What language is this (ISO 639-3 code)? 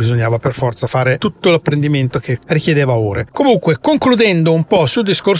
ita